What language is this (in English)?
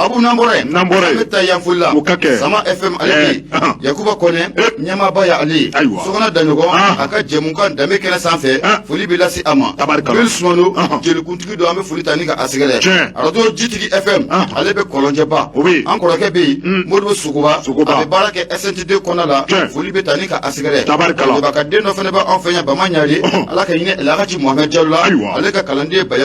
Bambara